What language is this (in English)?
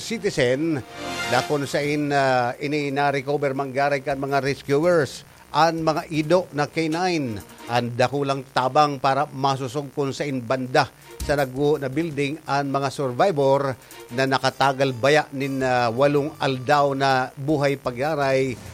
Bikol